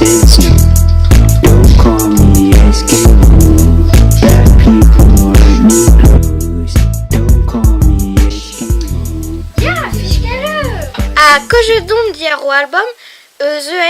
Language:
Breton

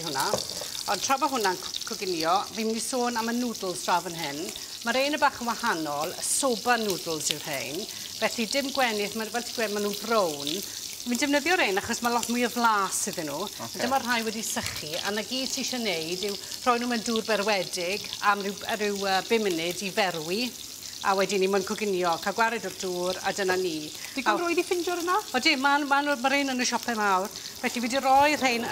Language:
Welsh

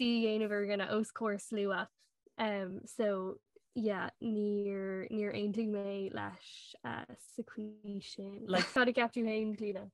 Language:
Irish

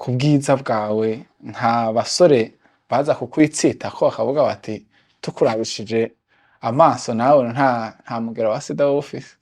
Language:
Rundi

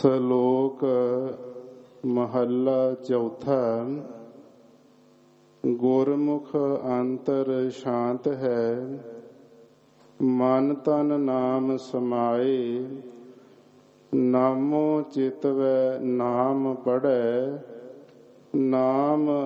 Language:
Punjabi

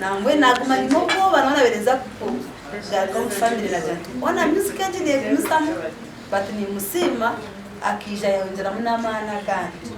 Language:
Nyankole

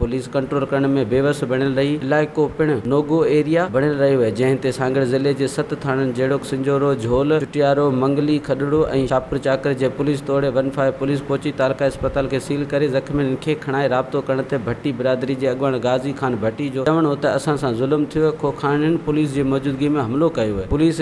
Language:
Sindhi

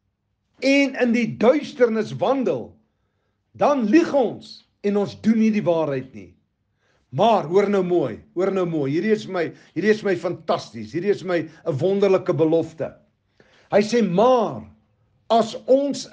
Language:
Afrikaans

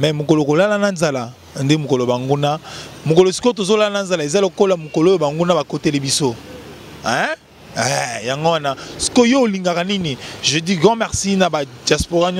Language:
Lingala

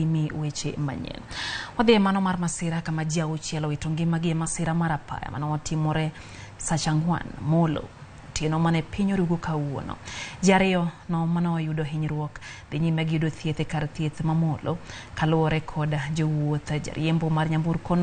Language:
Luo (Kenya and Tanzania)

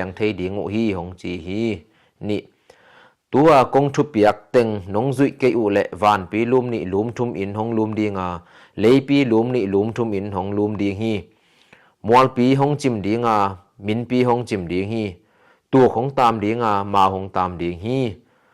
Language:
Tedim Chin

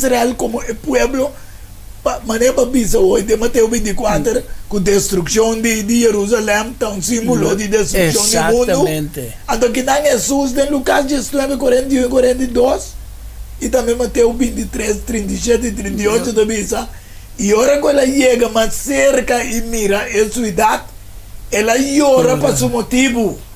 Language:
Papiamento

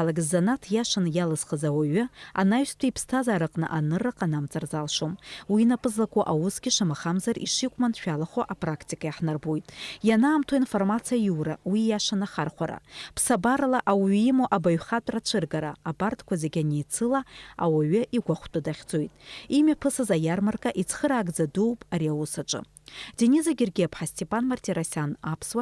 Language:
Abkhazian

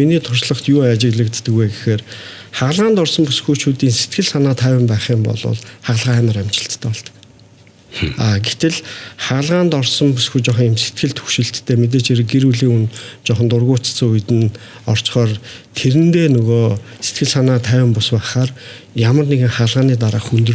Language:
Mongolian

